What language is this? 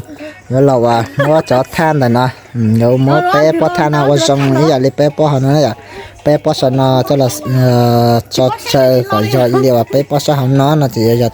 Hmong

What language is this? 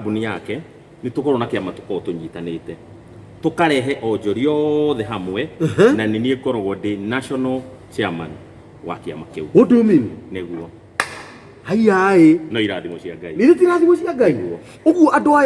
Kikuyu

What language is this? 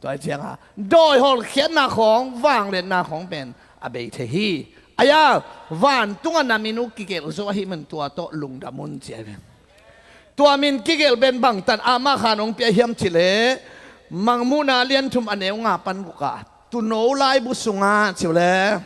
Tedim Chin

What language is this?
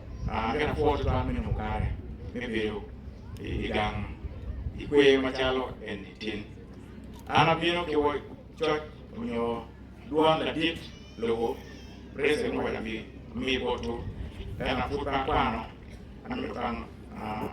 Acoli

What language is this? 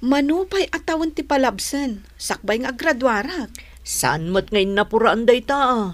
Iloko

